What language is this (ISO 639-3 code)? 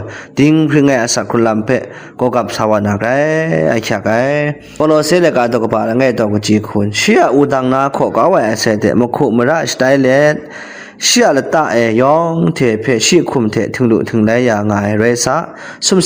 kac